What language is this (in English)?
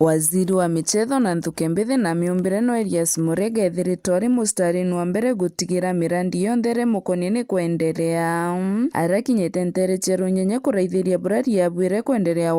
Meru